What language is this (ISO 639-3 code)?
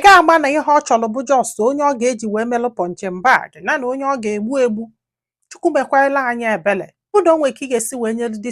ibo